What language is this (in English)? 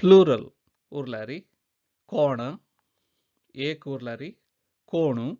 Konkani